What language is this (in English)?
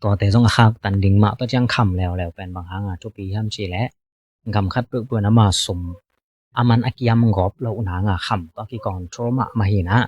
Tedim Chin